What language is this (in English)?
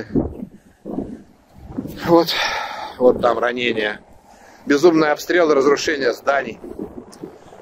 Russian